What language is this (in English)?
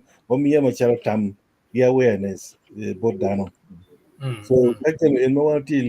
Acoli